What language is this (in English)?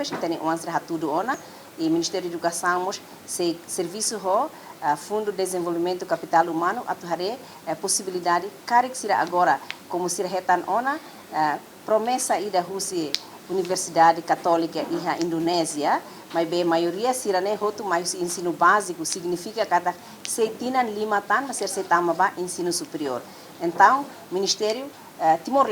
Tetum